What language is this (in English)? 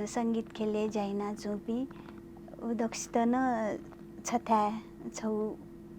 Newari